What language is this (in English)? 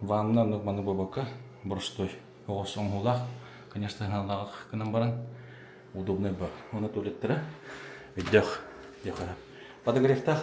Yakut